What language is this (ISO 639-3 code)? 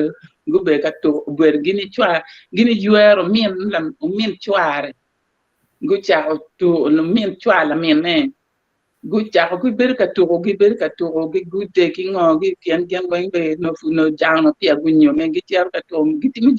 ach